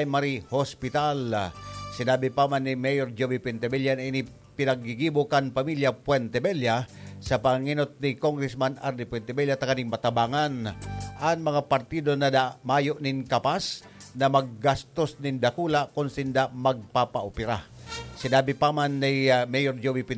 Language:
Bikol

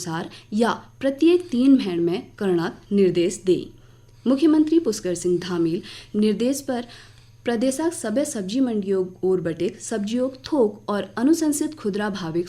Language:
Garhwali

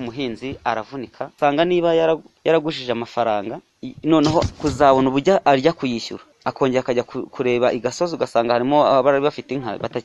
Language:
Kinyarwanda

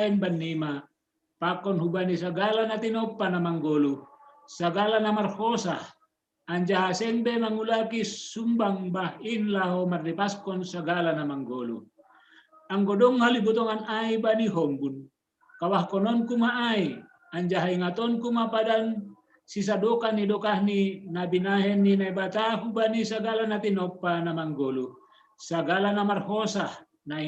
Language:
Batak Simalungun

